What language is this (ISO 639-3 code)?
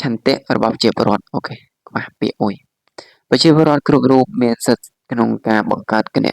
khm